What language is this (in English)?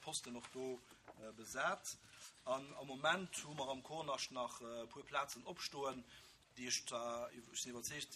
Luxembourgish